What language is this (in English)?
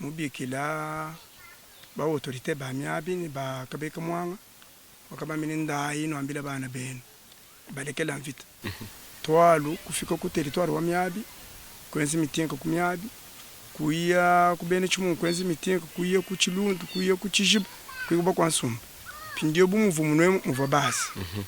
Luba-Lulua